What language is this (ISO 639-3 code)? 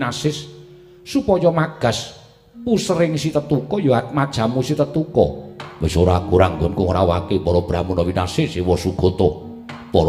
jav